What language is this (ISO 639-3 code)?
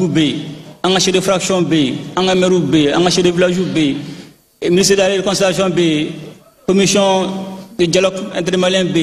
bam